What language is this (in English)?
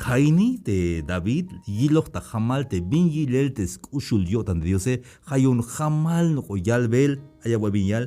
Tzeltal